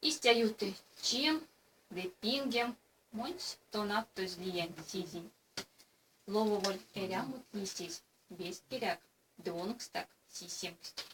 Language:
Erzya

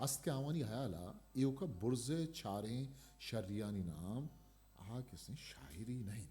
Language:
Eastern Balochi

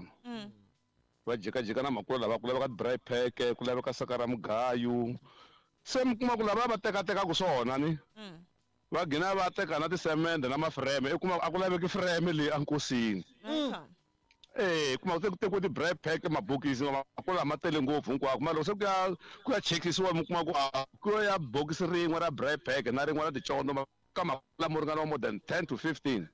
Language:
Tsonga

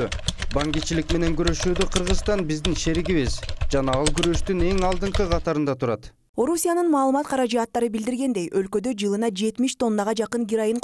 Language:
Kyrgyz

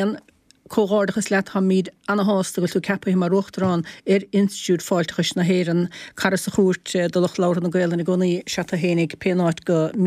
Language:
Irish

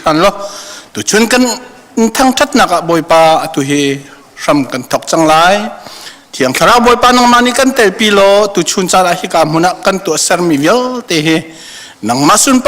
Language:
Hakha Chin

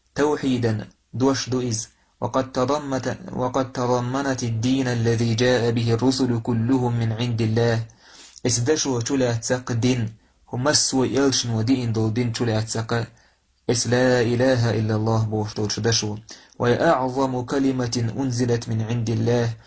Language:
Chechen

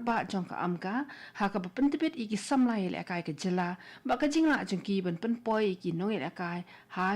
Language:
Khasi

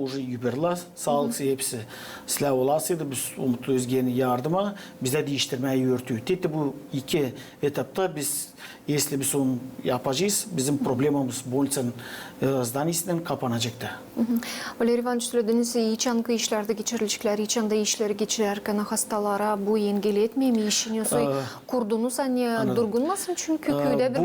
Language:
Gagauz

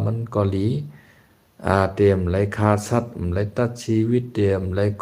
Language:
Shan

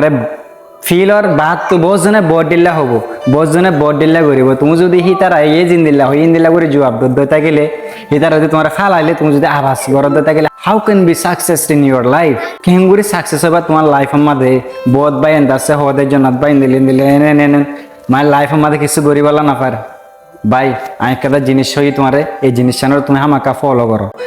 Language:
Rohingya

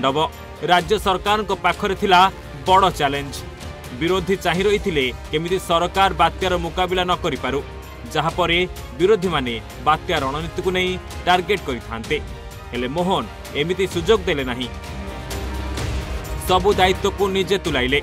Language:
Odia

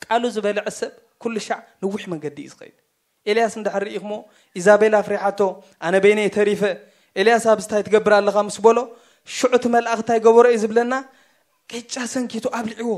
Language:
Tigrinya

